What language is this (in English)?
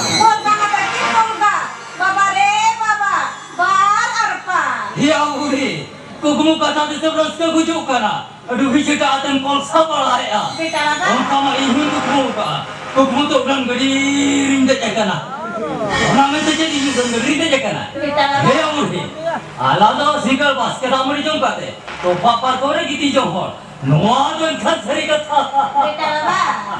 Santali